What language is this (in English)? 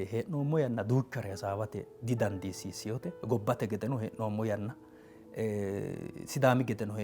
Sidamo